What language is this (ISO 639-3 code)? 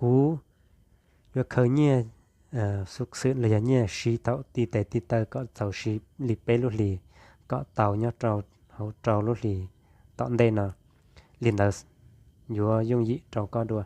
hmn